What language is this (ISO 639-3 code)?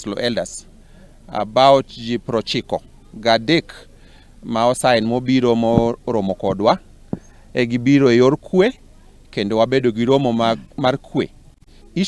luo